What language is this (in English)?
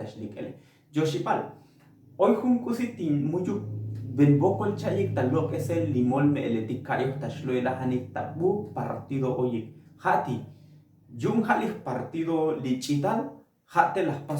Tzotzil